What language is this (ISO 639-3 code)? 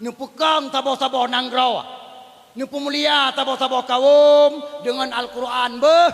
ace